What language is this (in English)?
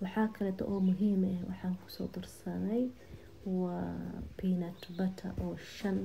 Somali